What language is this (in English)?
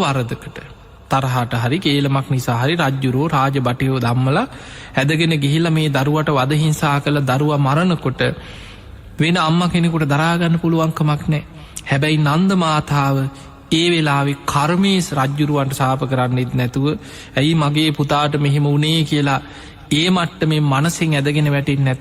Sinhala